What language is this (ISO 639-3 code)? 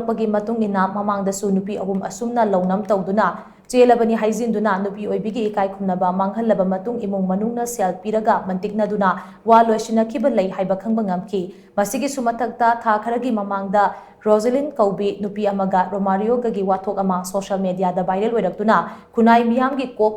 mni